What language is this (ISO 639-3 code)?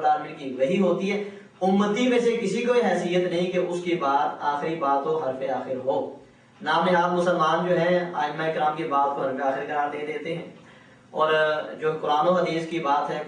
urd